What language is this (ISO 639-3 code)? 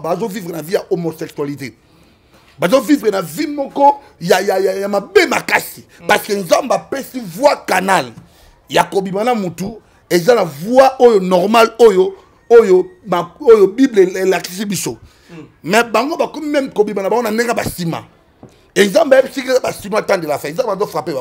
lin